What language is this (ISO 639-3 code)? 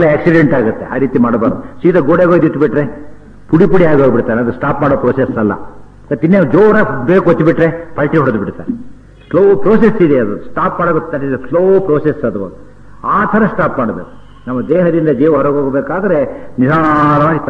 kan